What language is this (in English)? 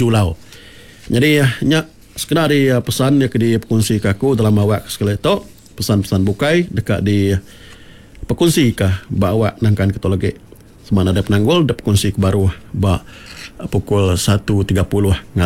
Iban